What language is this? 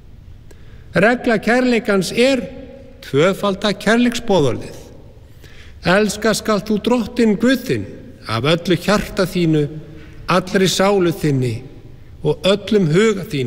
Icelandic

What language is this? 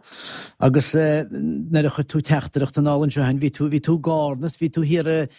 Irish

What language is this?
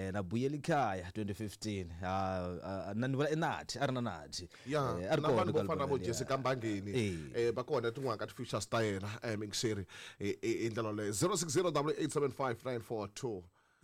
Tsonga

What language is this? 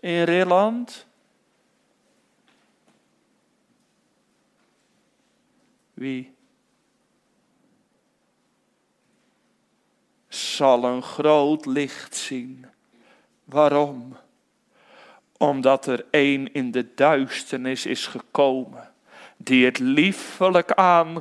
Dutch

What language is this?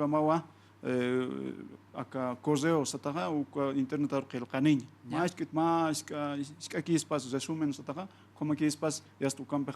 Aymara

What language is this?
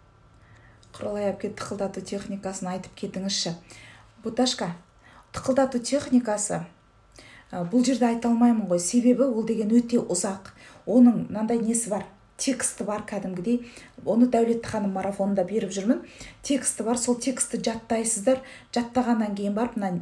Kazakh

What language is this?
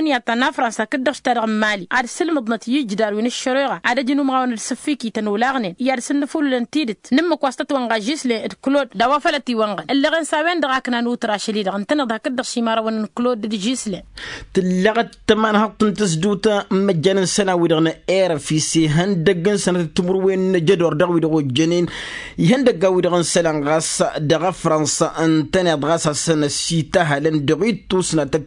Tamasheq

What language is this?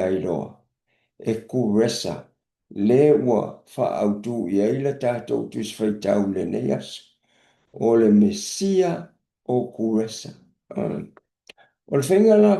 Samoan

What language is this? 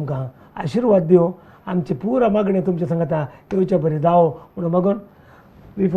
Konkani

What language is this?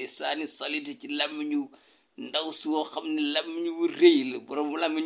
Wolof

